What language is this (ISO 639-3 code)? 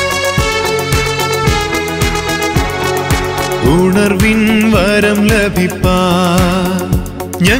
mal